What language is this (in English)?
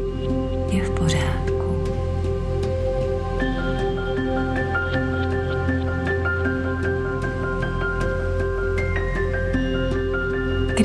Czech